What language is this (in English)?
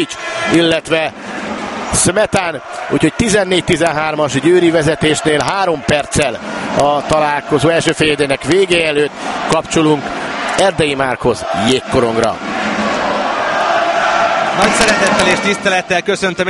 Hungarian